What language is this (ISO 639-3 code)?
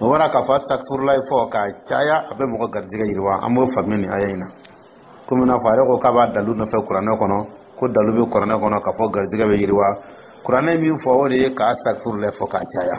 dyu